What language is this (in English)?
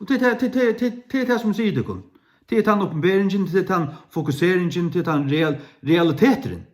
Faroese